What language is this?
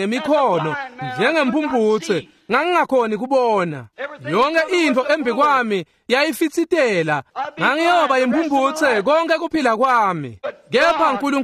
Swati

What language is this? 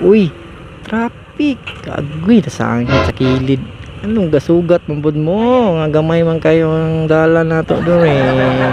Cebuano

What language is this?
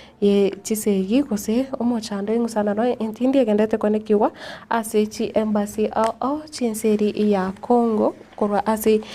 Gusii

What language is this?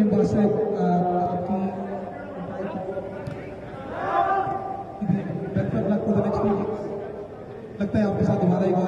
Hindi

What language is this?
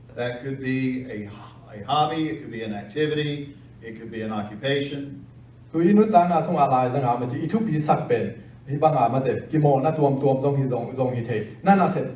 Tedim Chin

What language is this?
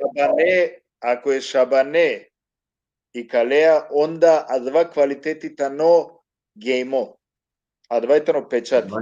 Balkan Romani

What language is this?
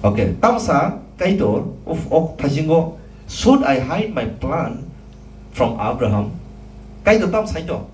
Kok Borok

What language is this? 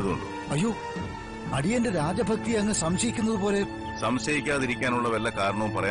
Malayalam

